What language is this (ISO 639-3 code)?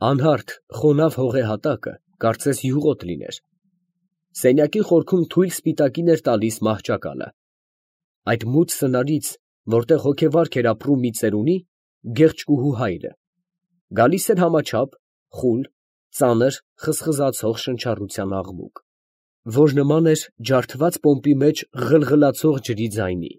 hye